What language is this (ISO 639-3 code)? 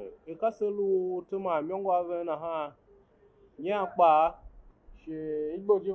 tiv